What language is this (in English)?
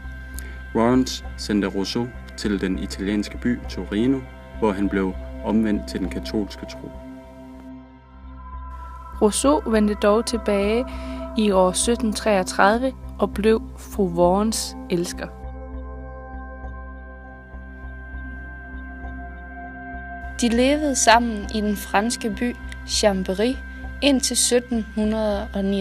Danish